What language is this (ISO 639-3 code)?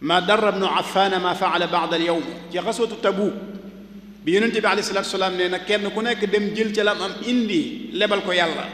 wol